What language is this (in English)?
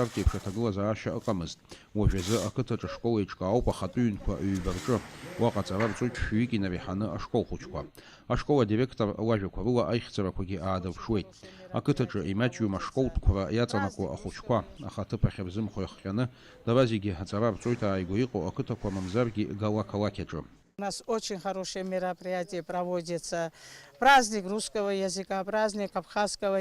Abkhazian